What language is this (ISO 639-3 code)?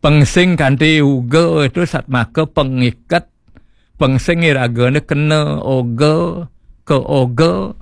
ban